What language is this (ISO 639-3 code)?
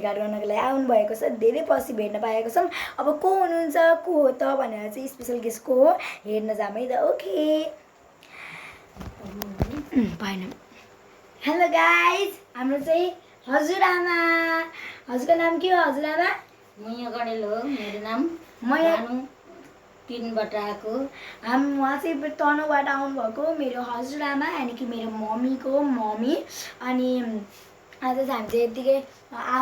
nep